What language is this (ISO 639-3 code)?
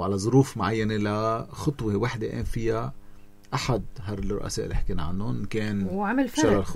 apc